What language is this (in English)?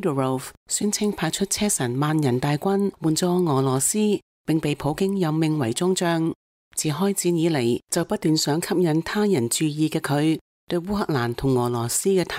Cantonese